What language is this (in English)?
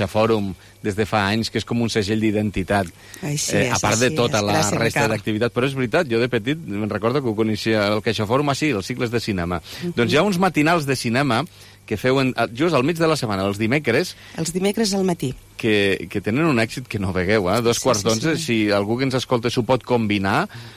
Catalan